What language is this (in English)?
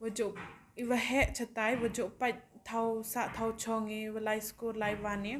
Khasi